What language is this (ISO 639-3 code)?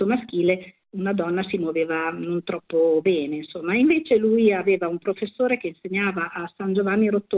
ita